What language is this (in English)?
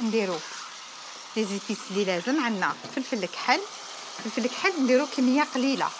Algerian Arabic